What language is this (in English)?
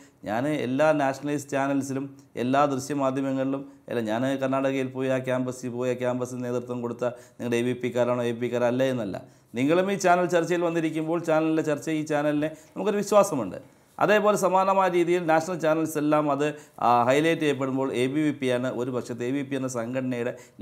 Malayalam